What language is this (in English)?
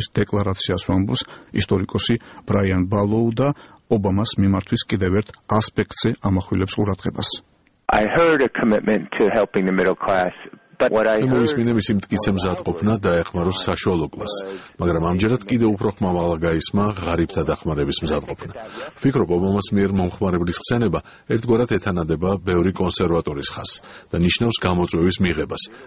Georgian